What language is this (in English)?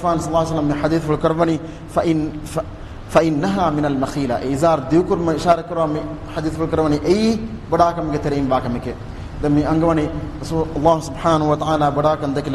Divehi